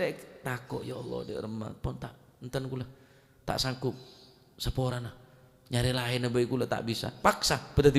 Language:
Madurese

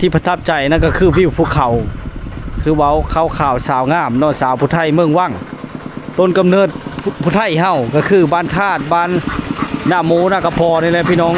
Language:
Lao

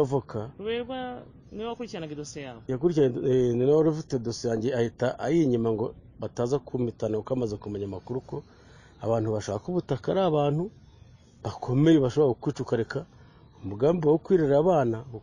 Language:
Kinyarwanda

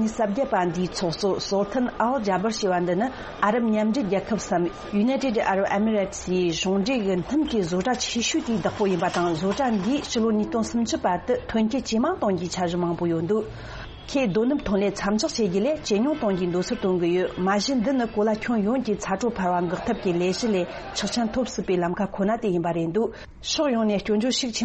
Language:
Tibetan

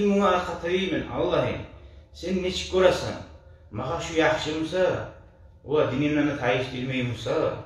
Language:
Kumyk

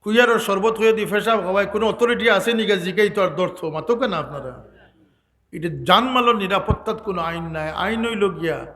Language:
Sylheti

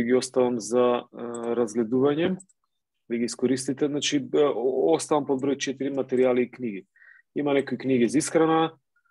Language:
Macedonian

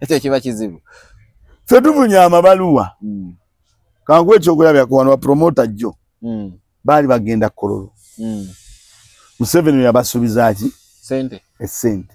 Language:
Ganda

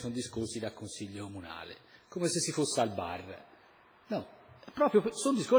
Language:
Italian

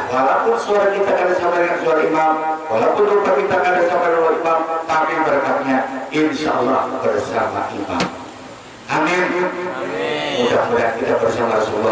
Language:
Banjar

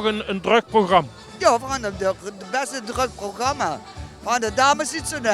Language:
Limburgish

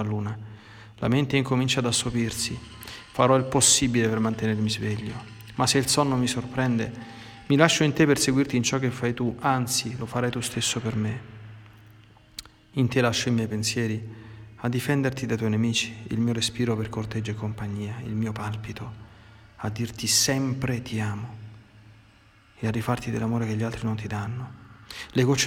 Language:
Italian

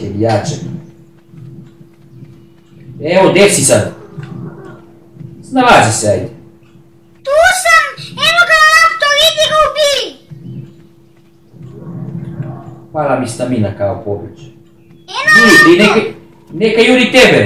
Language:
Croatian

